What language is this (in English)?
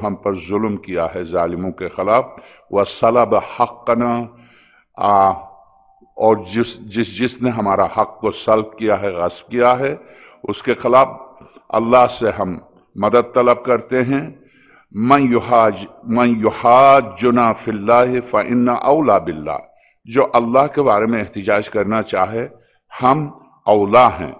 Urdu